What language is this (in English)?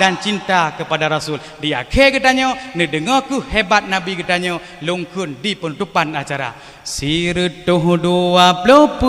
Achinese